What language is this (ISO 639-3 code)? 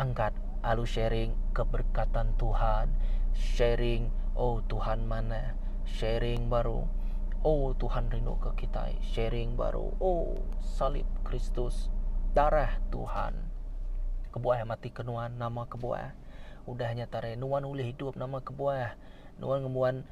iba